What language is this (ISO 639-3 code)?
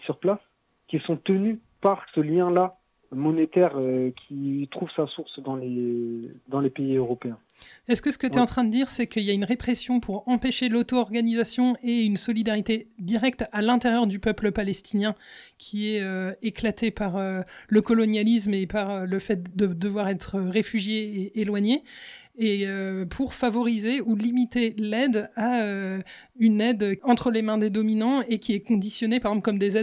fra